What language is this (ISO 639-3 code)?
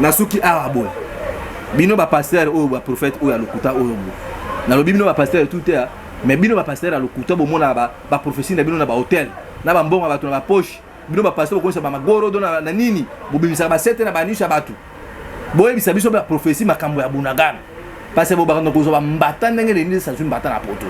lin